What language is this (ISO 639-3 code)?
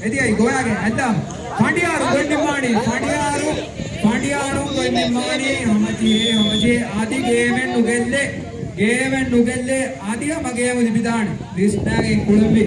div